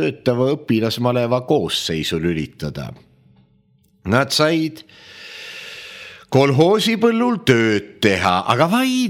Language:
Estonian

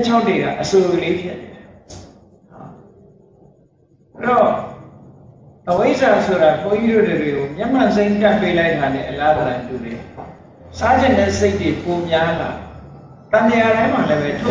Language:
Burmese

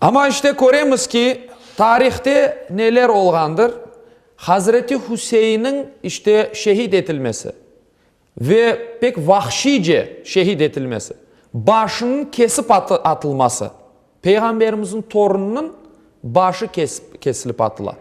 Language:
Crimean Tatar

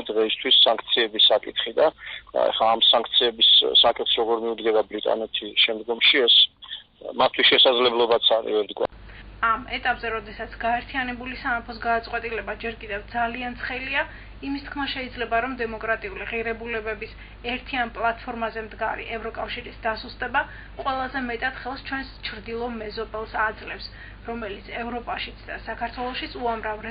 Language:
Georgian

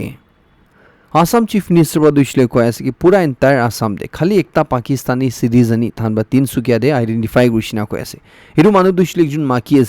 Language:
Naga Pidgin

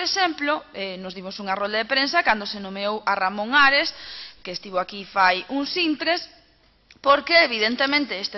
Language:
Galician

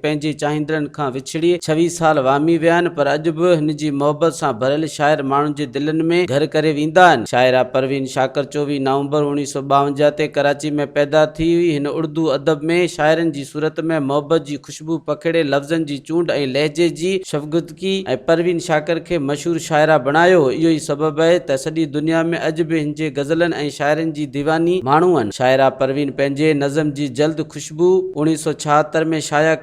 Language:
Sindhi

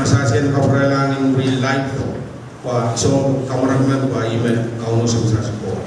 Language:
Pohnpeian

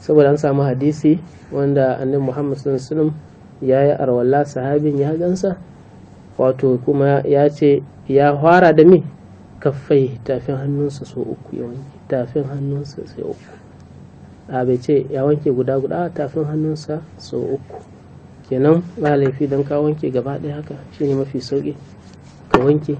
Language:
Hausa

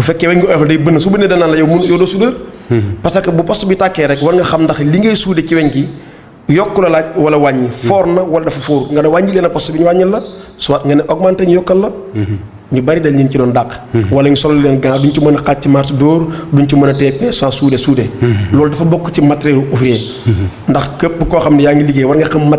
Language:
Wolof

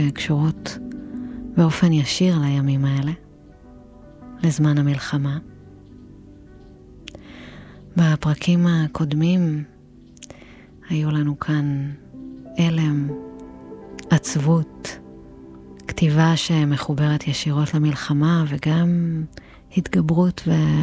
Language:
Hebrew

